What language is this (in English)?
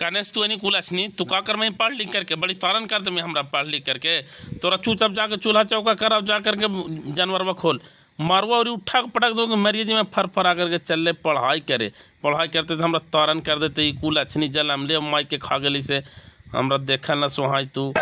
Magahi